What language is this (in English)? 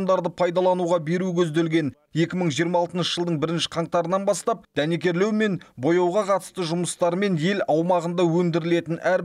Kazakh